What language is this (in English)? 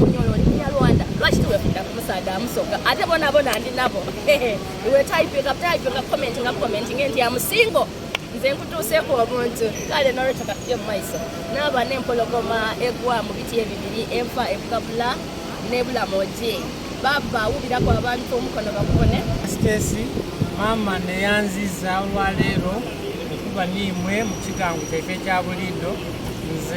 Soga